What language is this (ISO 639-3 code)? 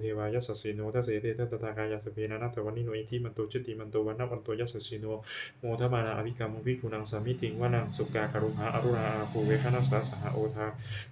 pli